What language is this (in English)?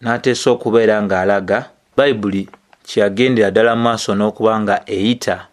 Ganda